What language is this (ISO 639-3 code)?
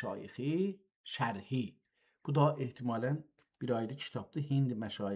azb